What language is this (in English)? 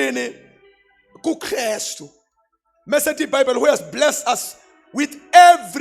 Zulu